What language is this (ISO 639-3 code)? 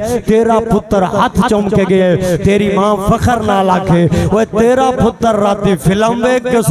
skr